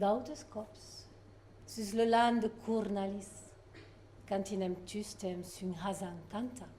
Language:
Occitan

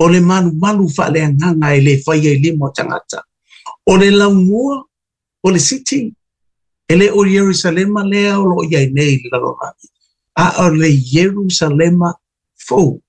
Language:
Samoan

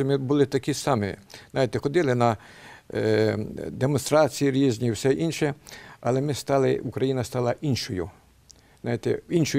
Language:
Ukrainian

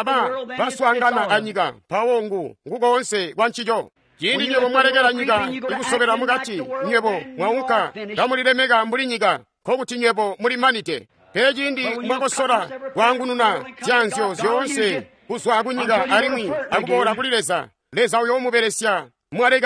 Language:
Tonga (Zambia)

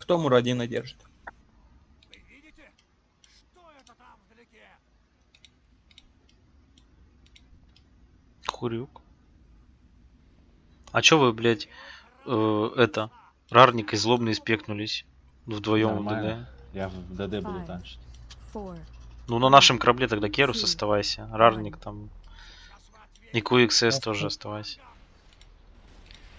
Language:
Russian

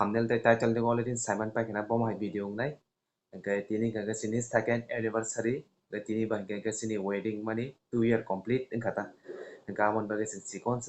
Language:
Kok Borok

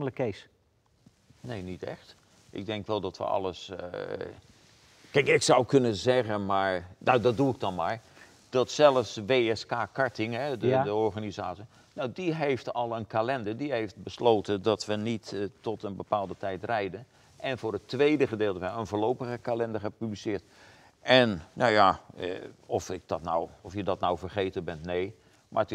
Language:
Dutch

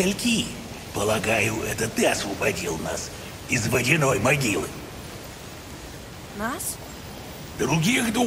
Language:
Russian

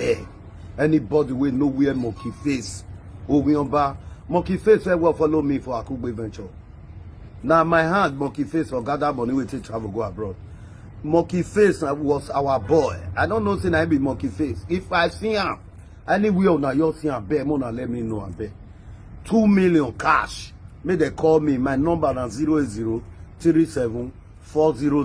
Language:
Nigerian Pidgin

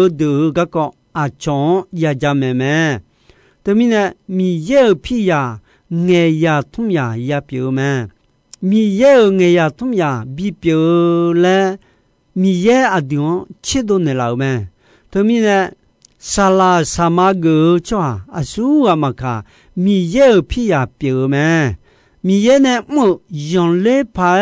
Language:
Akha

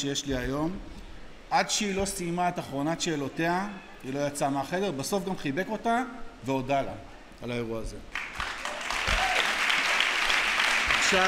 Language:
Hebrew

